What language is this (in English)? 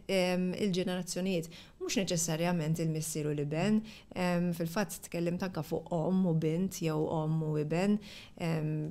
Maltese